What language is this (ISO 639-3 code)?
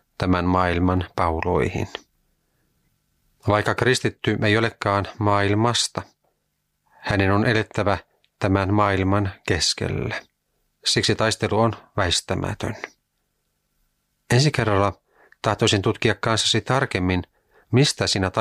fin